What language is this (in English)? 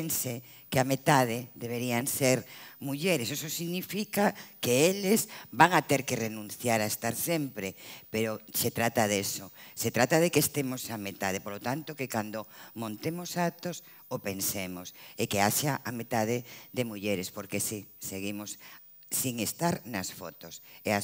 Galician